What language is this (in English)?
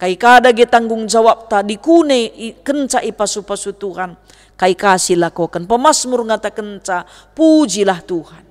Batak Karo